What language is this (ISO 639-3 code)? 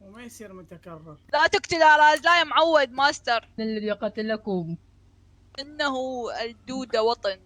acm